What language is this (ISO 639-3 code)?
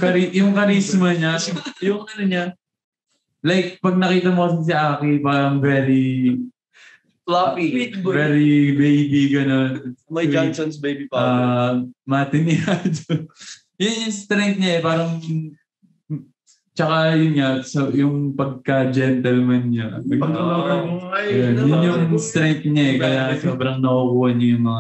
fil